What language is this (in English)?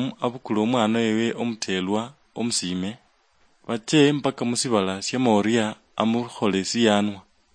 Luyia